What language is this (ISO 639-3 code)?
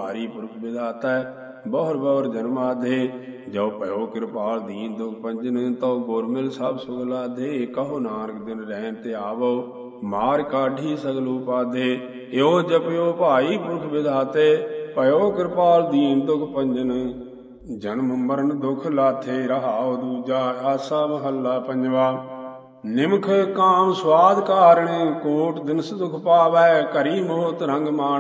pan